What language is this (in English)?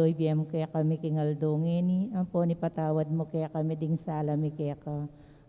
Pampanga